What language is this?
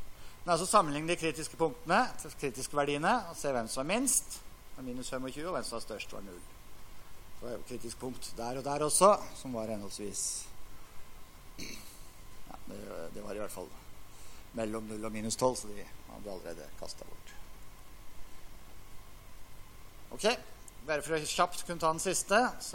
Norwegian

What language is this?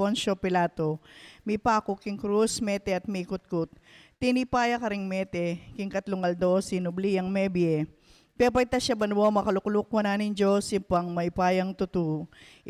Pampanga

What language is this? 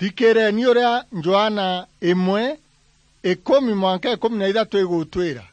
Meru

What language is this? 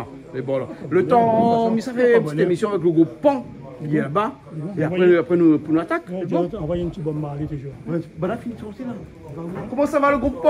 Réunion Creole French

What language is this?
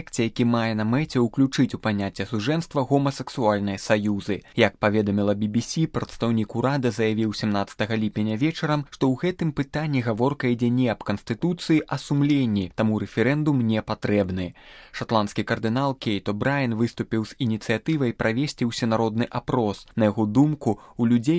Belarusian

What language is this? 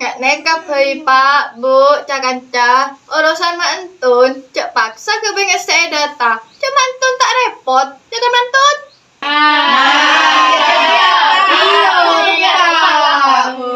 Madurese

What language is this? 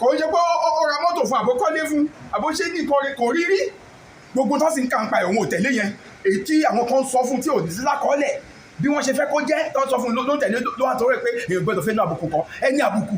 Yoruba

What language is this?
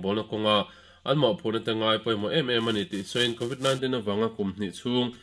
Mizo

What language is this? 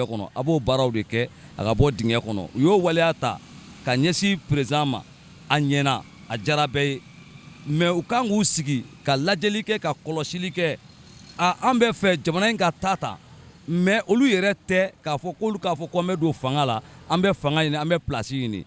Bambara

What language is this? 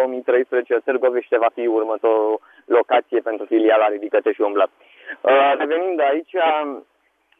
Romanian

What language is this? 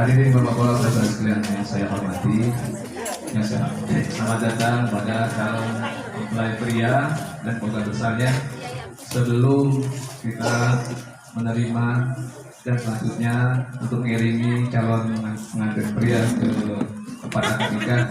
Betawi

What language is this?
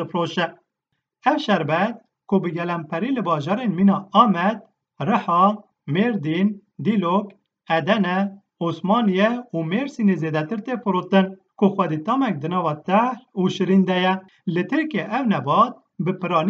Kurdish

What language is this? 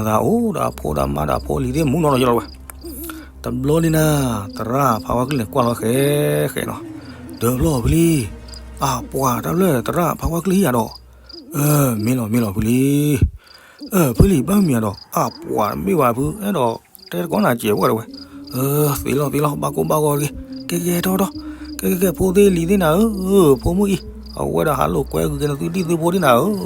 S'gaw Karen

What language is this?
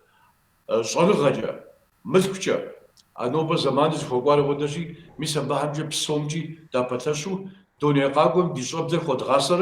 Kabardian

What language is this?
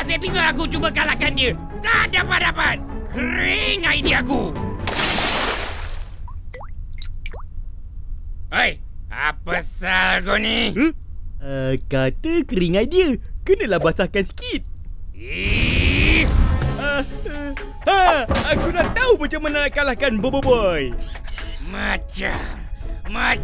Malay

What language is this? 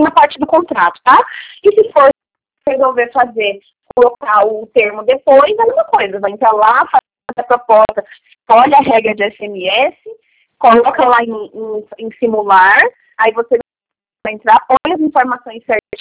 Portuguese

